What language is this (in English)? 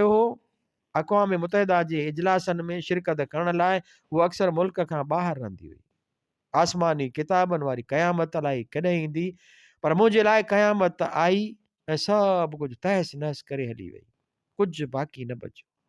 Sindhi